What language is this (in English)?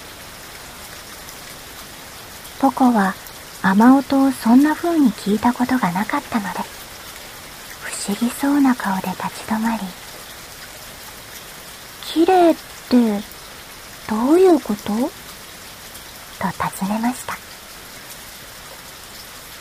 Japanese